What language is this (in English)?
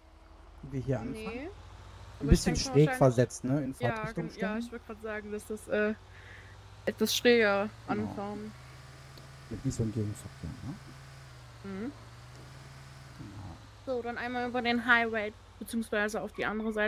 German